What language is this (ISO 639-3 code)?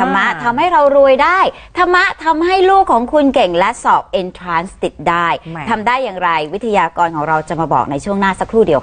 tha